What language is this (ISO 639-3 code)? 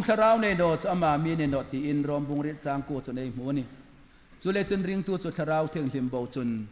hmr